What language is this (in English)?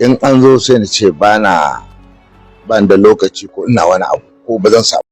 Hausa